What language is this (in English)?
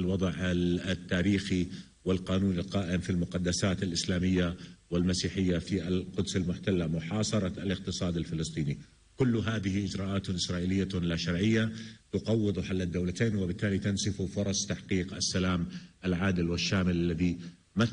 Arabic